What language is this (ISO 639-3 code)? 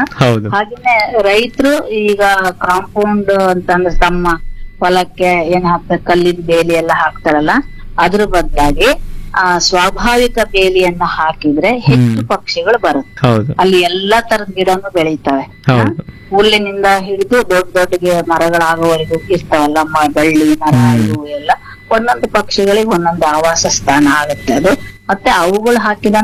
kan